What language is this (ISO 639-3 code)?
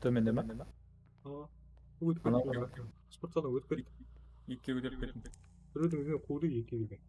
kaa